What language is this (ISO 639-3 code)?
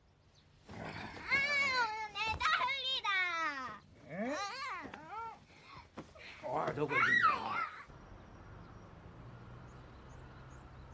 jpn